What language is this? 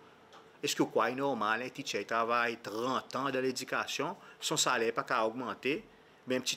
Seselwa Creole French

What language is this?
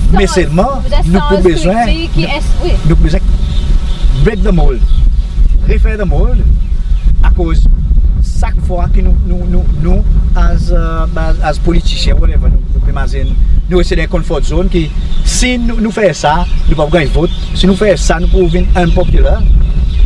Seselwa Creole French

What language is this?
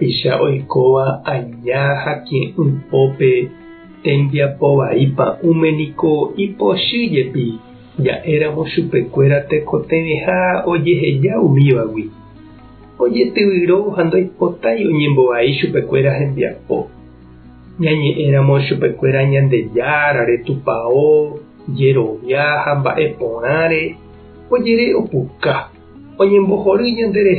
Guarani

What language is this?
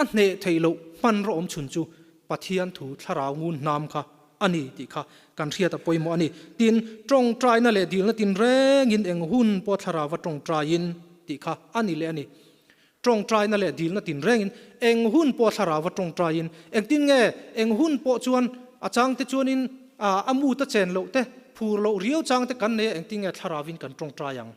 Mizo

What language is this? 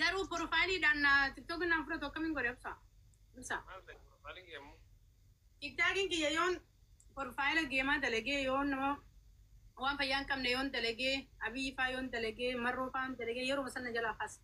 Oromo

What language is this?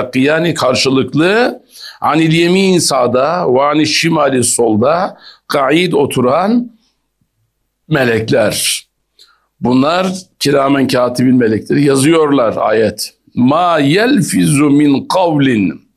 Turkish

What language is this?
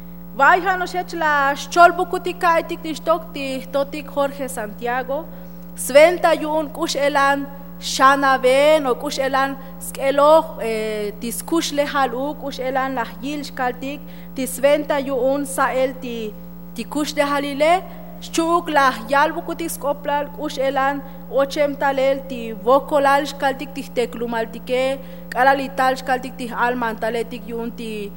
Tzotzil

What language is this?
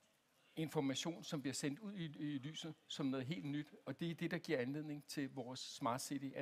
Danish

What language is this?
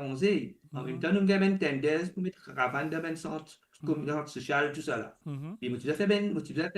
Morisyen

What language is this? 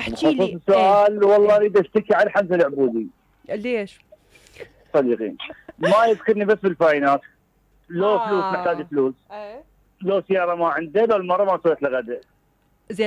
Mesopotamian Arabic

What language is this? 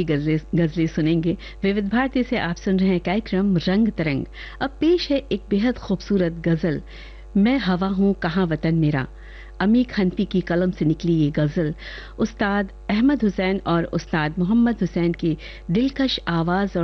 Hindi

